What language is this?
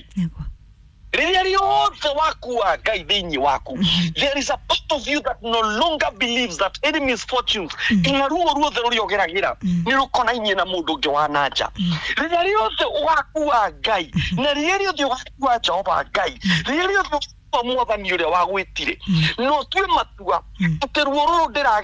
Kikuyu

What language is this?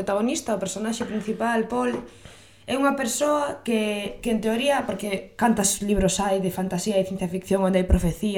Galician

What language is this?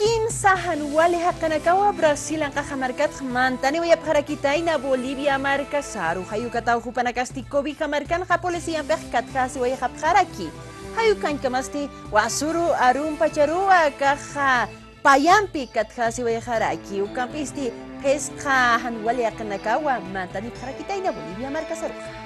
Aymara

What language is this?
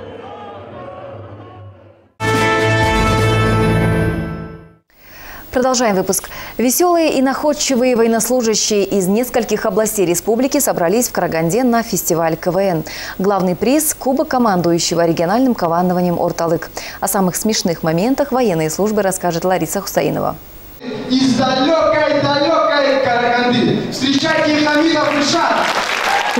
Russian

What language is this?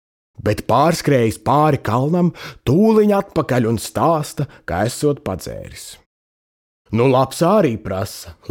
Latvian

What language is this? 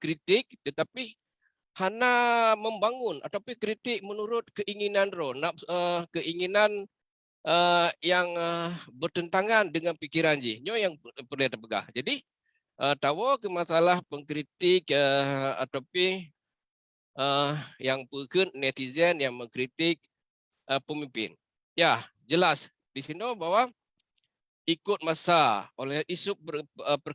Achinese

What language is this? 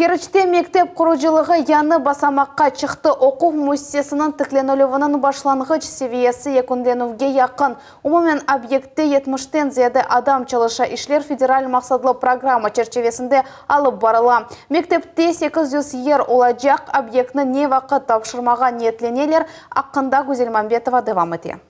Crimean Tatar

